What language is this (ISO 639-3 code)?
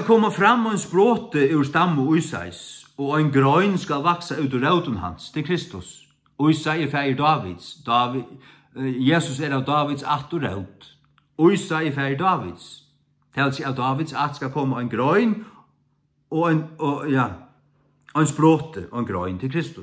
fao